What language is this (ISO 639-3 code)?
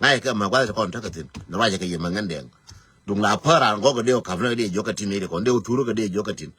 nus